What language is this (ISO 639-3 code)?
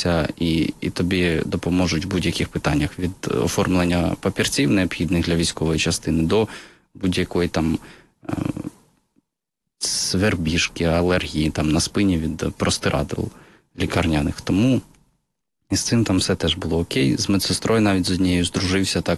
ukr